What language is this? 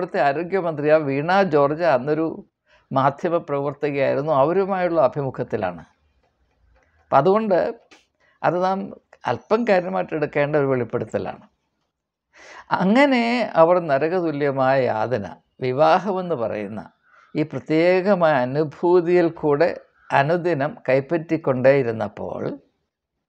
Malayalam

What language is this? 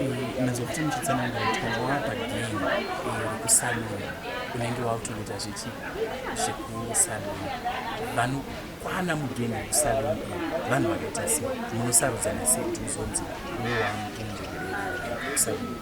Shona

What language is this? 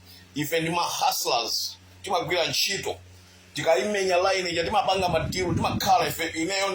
Nyanja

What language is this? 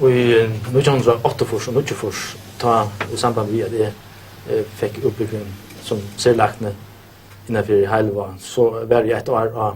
Faroese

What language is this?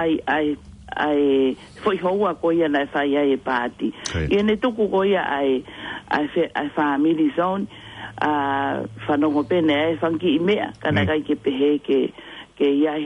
Tongan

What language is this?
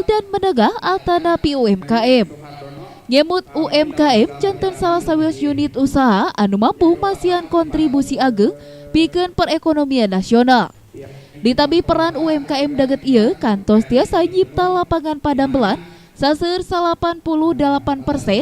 Sundanese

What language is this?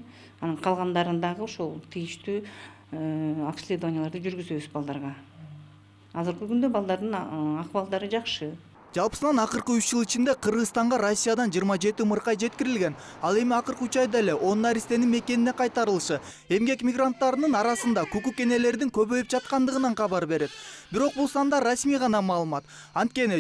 Kyrgyz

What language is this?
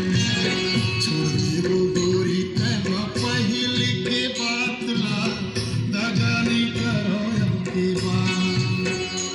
Chhattisgarhi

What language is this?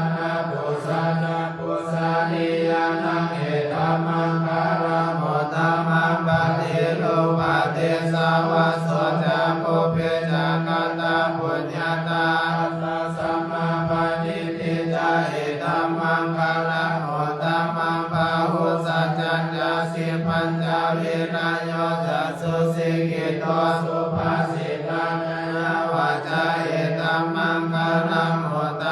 Pali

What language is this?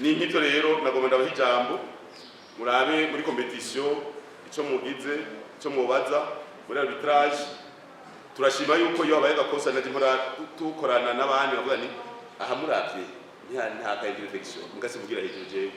Rundi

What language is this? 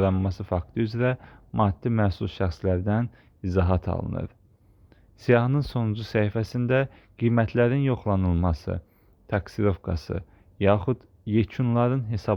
Azerbaijani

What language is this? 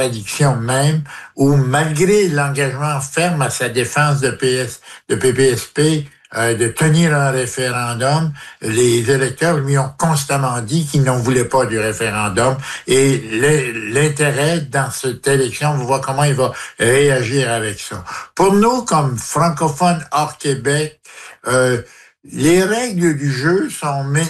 French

